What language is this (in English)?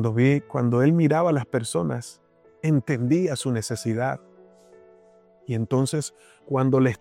Spanish